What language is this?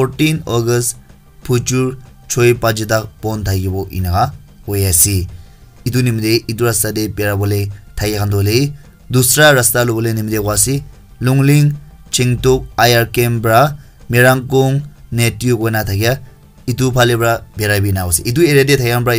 Naga Pidgin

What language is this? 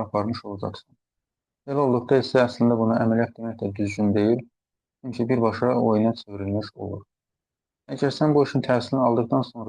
Azerbaijani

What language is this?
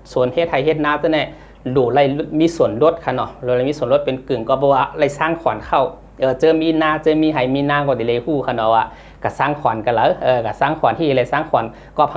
Shan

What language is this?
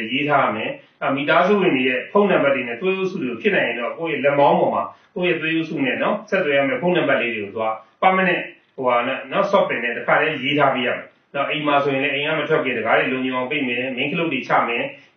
Burmese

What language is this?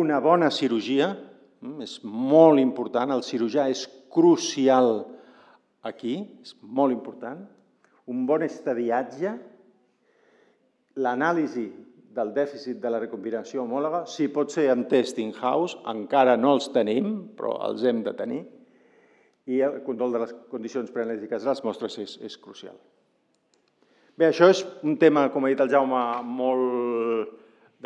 Catalan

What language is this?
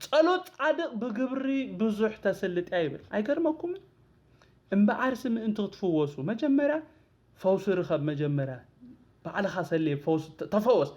Tigrinya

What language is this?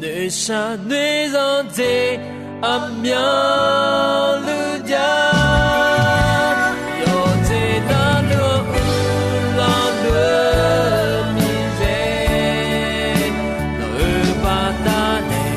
Akha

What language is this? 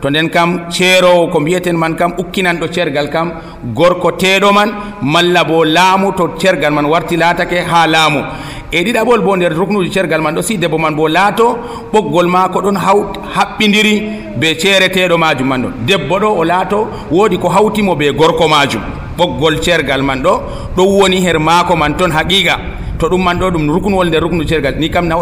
Nigerian Fulfulde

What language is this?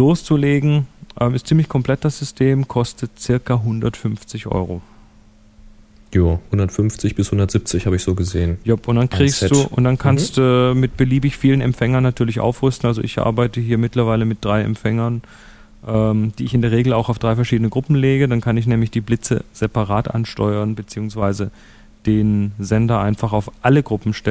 German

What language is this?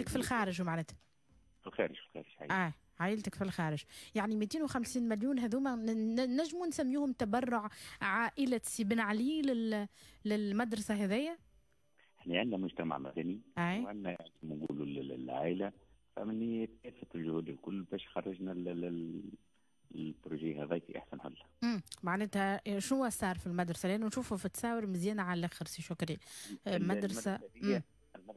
Tunisian Arabic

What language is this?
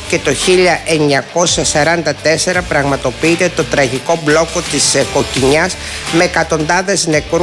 Greek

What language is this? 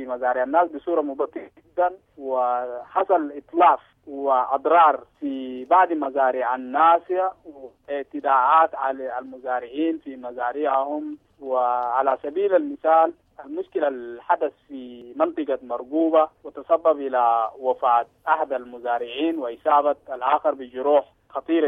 Sudanese Arabic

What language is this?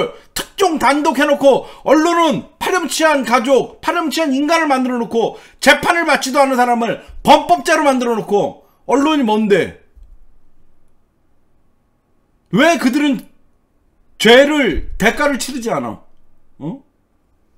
Korean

